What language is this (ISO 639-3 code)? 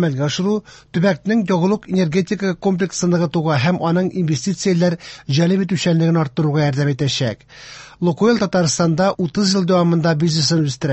tat